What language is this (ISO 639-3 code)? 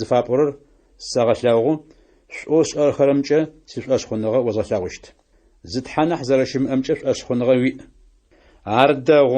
ady